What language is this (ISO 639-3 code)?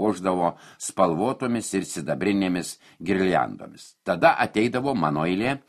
lit